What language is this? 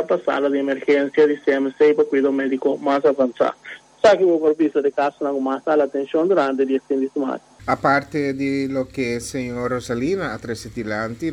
Papiamento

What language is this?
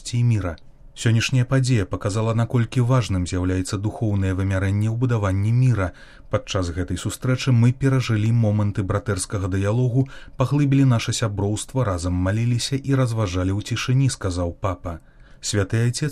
Belarusian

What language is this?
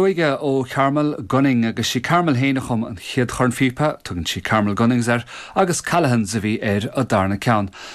Irish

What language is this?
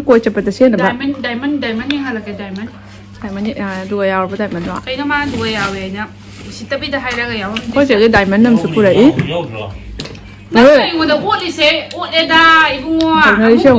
Manipuri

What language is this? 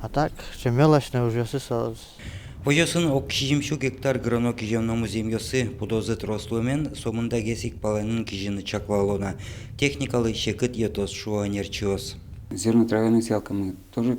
Udmurt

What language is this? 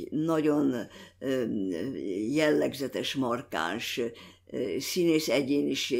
Hungarian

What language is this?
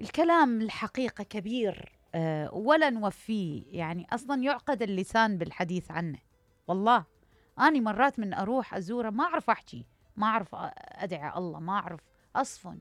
Mesopotamian Arabic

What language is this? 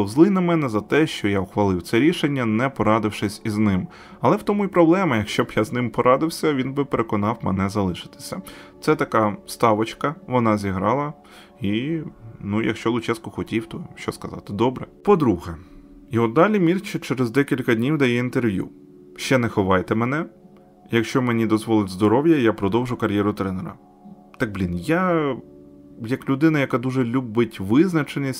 Ukrainian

